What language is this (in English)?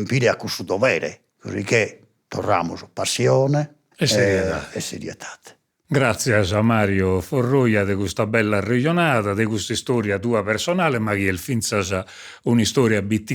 Sardinian